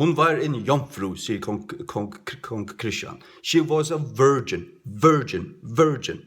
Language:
Faroese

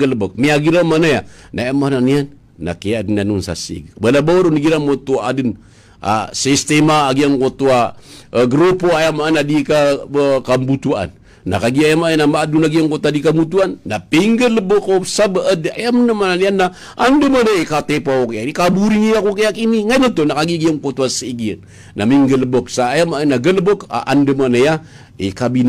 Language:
Maranao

